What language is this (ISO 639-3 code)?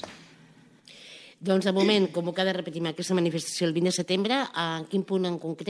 cat